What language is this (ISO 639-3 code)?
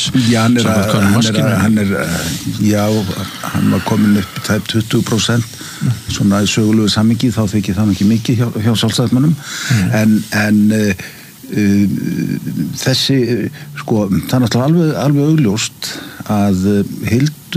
isl